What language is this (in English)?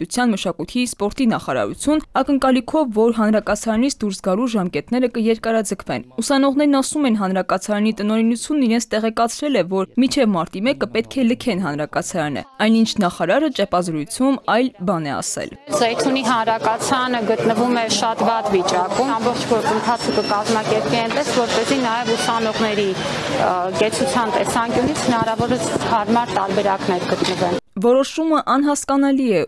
Armenian